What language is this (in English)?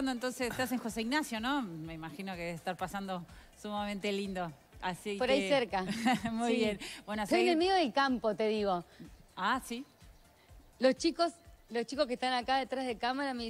Spanish